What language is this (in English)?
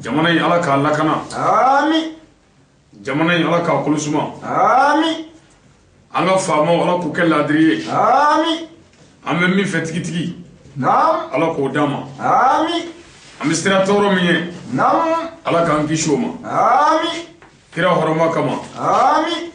Bambara